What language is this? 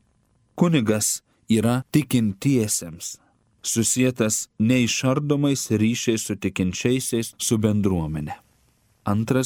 Lithuanian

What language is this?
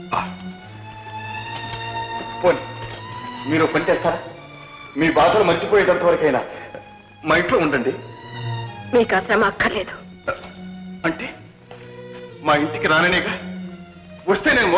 Telugu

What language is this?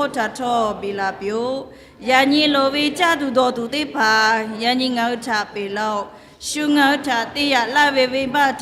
Lahu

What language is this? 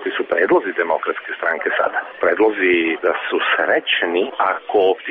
Serbian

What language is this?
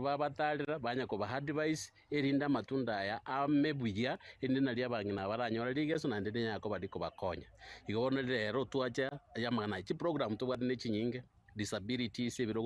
Gusii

